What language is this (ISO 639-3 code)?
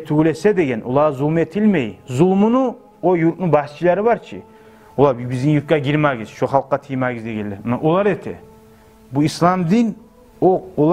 kum